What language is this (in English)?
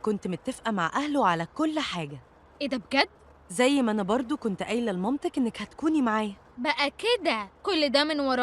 Egyptian Arabic